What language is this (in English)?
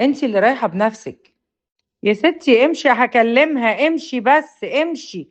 Egyptian Arabic